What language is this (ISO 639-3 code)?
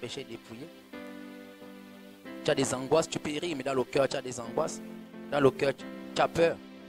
fra